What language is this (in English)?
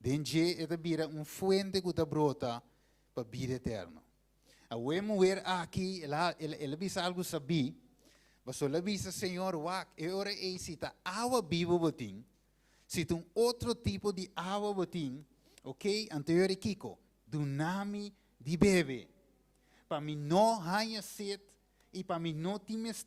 Papiamento